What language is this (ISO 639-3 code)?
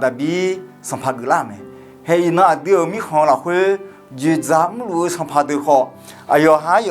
ahk